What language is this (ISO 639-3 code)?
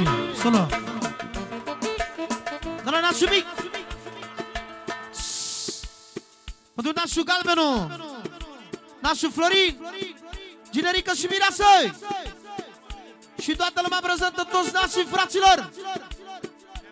ron